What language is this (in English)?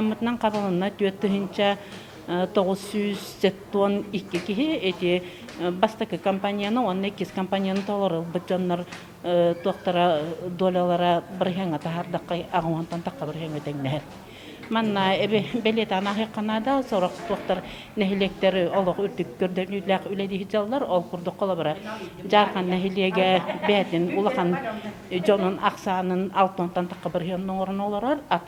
Yakut